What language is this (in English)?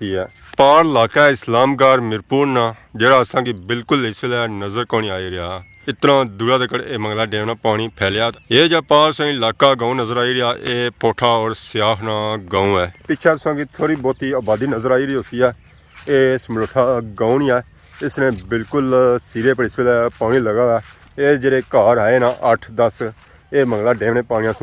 Pahari-Potwari